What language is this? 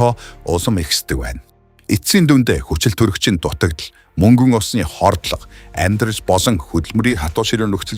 Mongolian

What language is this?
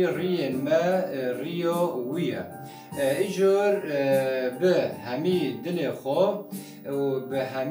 Kurdish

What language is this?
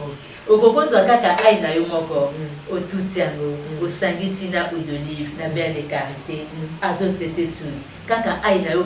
Lingala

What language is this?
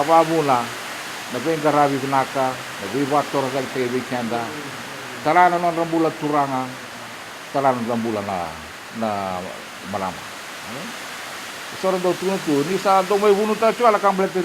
Fijian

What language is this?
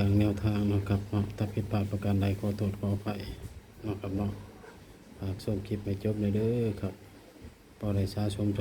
Northeastern Thai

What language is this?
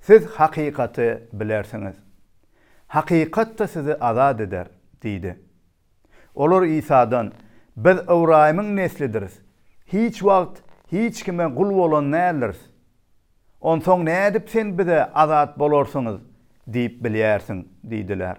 Turkmen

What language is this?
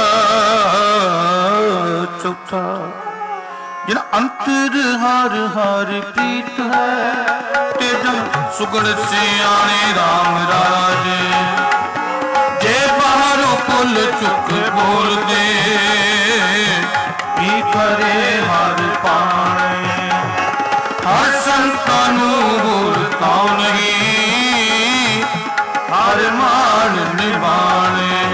Punjabi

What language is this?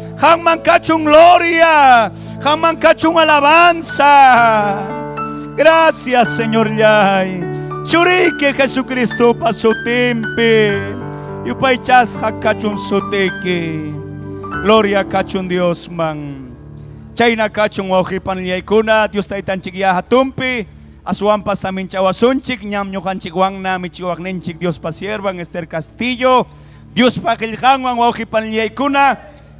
Ayacucho Quechua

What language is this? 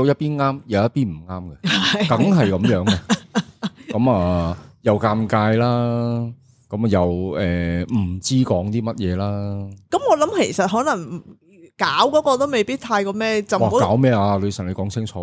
Cantonese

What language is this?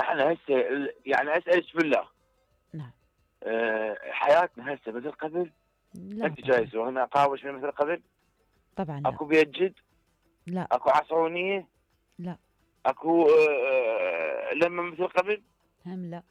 Mesopotamian Arabic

